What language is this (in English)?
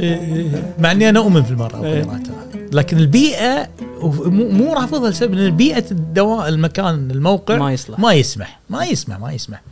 Gulf Arabic